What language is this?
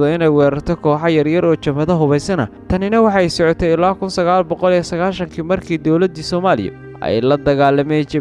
Somali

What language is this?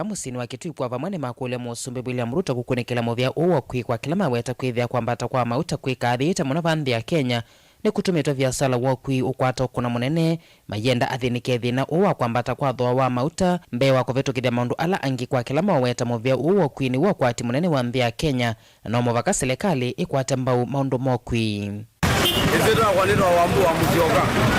Kamba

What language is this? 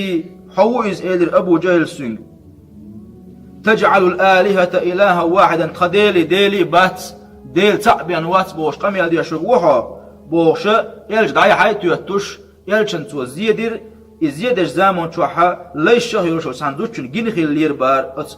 Chechen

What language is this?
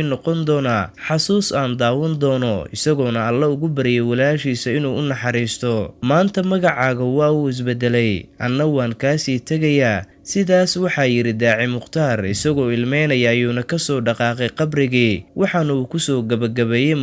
Somali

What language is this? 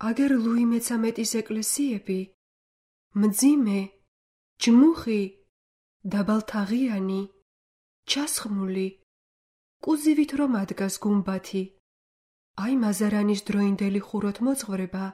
Georgian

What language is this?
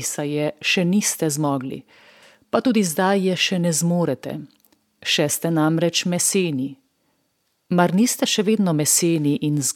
Slovenian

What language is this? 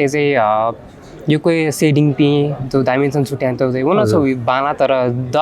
Newari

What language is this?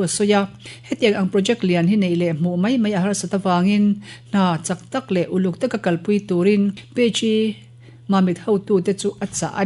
Mizo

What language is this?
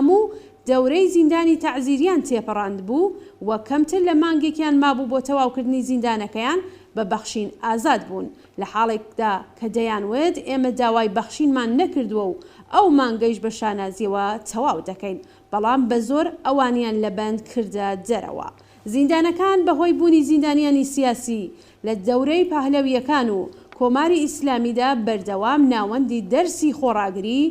Central Kurdish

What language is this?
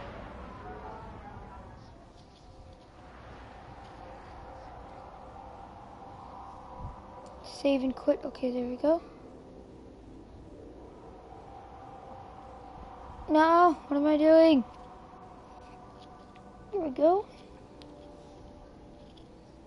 English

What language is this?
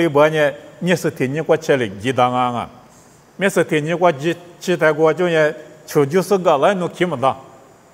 Lisu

